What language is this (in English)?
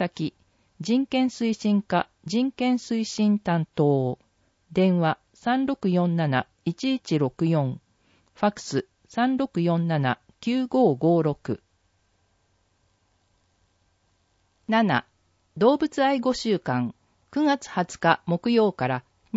Japanese